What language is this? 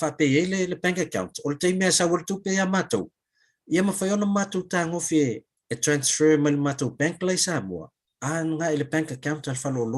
Samoan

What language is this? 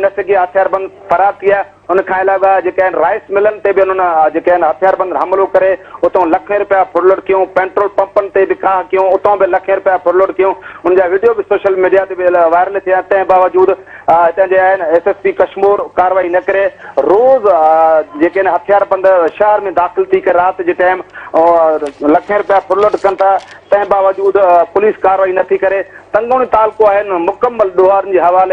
Sindhi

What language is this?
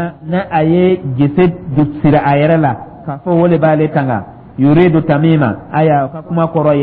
Dyula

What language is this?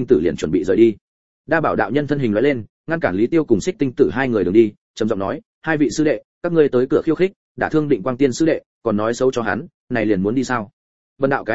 Vietnamese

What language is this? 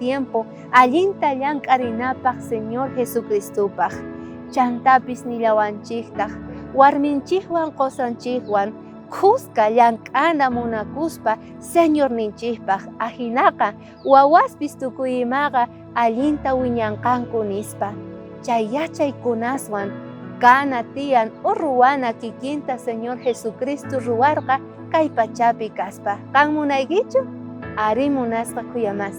South Bolivian Quechua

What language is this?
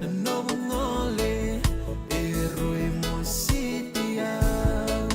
Fijian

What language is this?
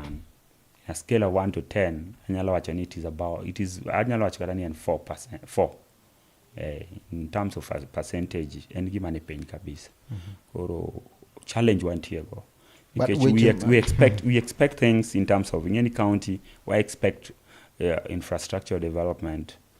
Luo (Kenya and Tanzania)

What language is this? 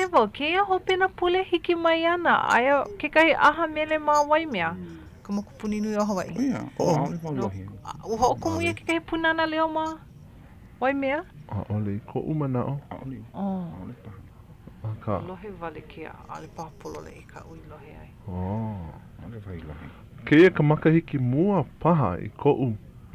Hawaiian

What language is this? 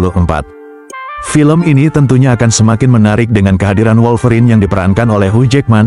Indonesian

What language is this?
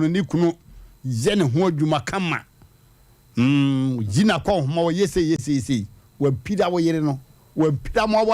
Akan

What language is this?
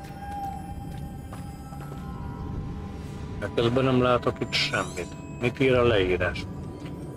Hungarian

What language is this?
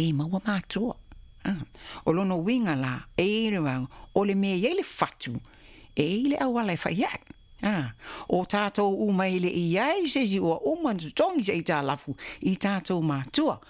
Samoan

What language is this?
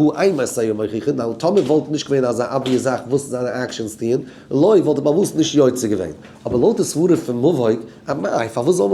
Yiddish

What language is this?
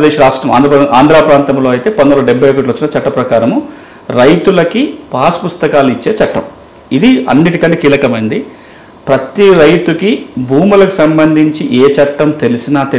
Telugu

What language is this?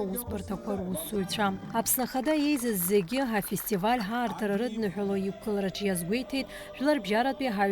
Abkhazian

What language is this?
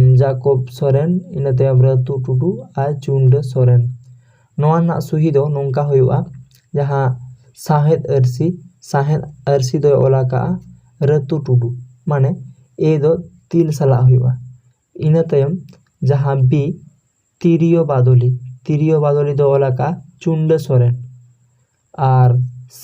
Santali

